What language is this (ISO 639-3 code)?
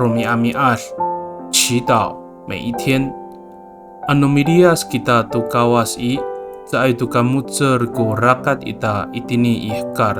ami